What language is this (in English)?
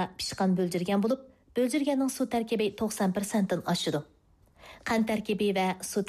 Uyghur